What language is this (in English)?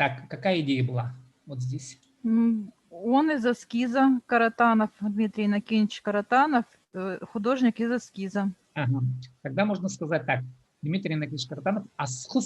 Khakas